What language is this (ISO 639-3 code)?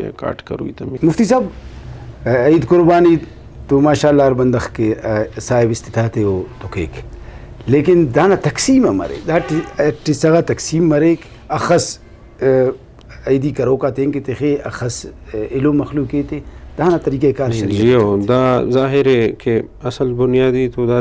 brh